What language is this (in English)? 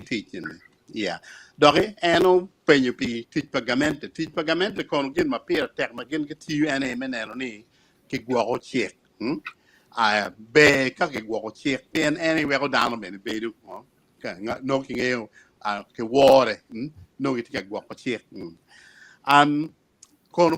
Acoli